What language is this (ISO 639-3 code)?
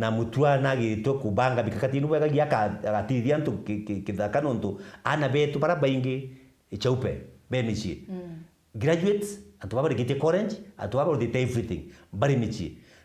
mer